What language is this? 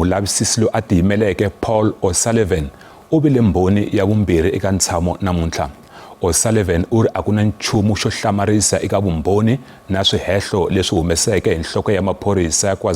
Tsonga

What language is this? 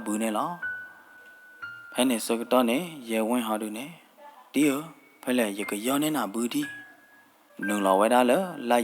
S'gaw Karen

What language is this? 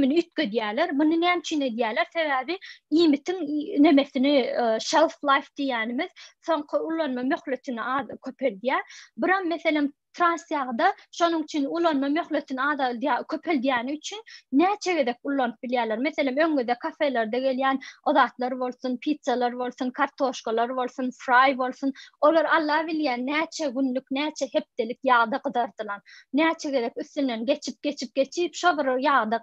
Turkmen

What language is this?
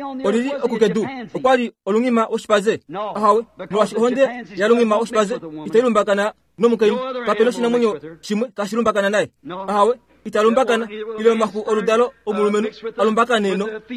Kuanyama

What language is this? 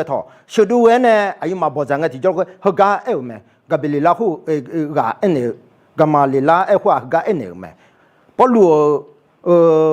Akha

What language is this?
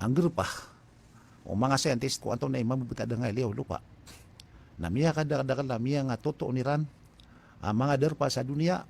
Maranao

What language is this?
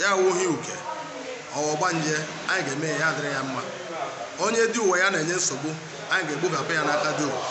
Igbo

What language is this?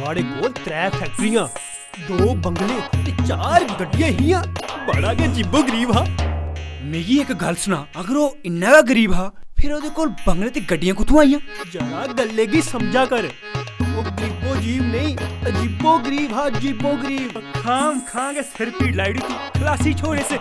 Dogri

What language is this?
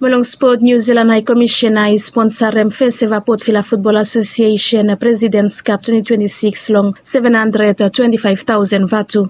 Bislama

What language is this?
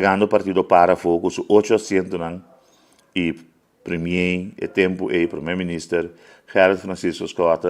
Papiamento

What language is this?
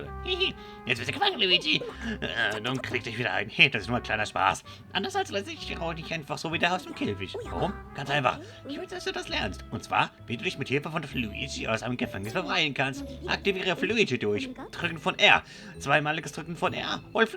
Swiss German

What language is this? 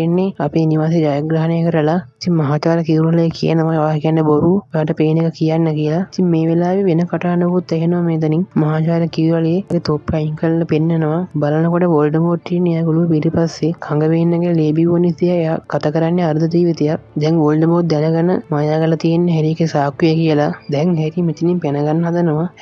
Sinhala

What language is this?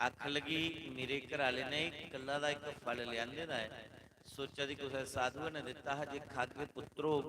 Dogri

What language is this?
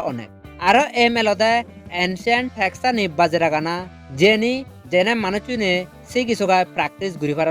Chakma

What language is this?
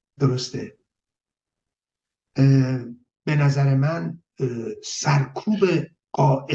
Persian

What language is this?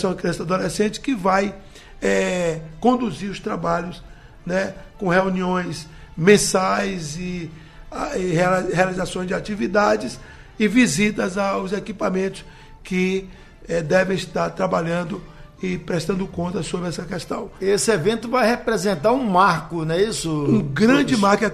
Portuguese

